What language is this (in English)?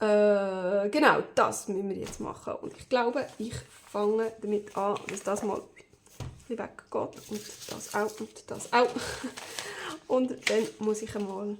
Swiss German